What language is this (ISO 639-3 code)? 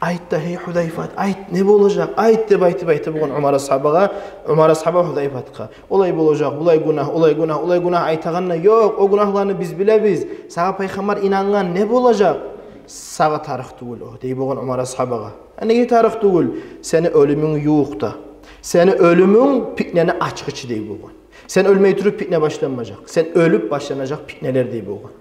kum